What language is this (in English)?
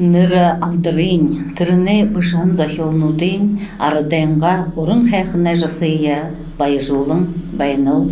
Buriat